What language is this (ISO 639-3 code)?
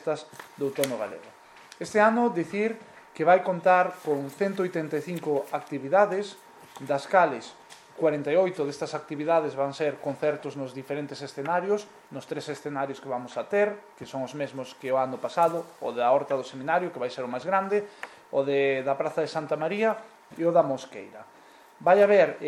glg